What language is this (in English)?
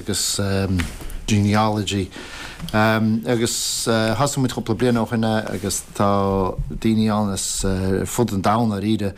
Irish